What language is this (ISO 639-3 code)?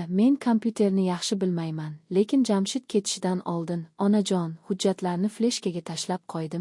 uzb